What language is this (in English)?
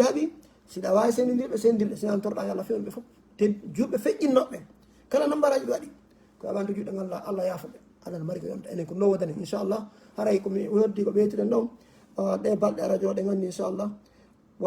Fula